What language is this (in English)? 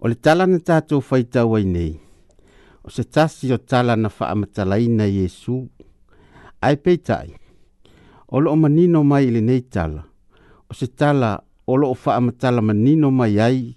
Samoan